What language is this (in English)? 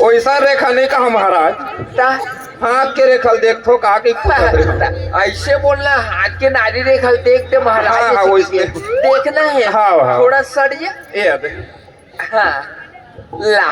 Chhattisgarhi